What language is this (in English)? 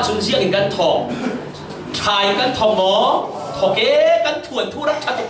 Falam Chin